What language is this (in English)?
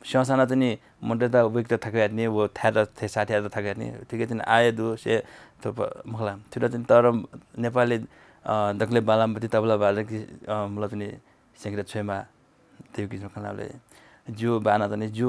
Newari